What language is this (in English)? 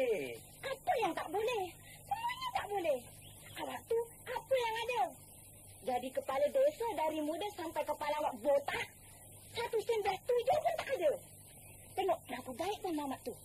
Malay